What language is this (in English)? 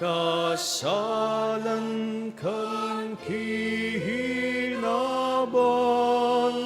Bikol